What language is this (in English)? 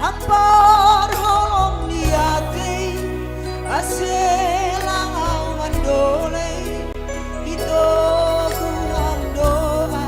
Batak Simalungun